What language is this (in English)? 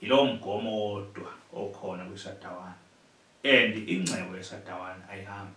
Zulu